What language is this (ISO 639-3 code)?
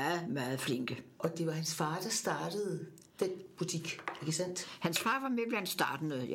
dan